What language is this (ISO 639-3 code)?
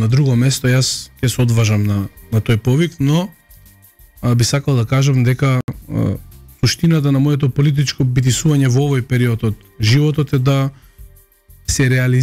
mkd